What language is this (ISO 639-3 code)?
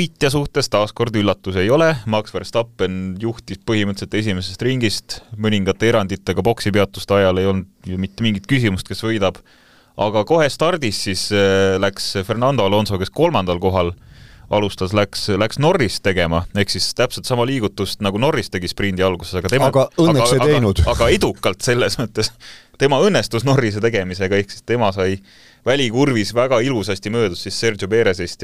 est